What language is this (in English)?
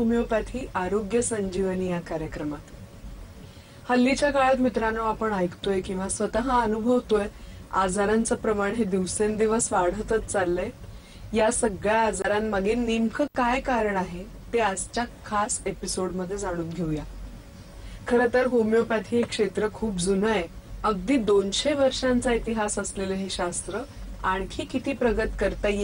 Marathi